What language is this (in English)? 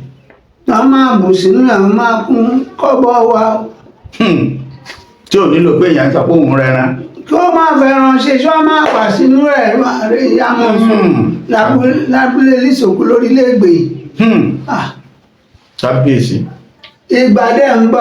Yoruba